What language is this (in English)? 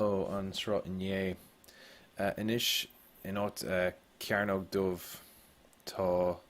Irish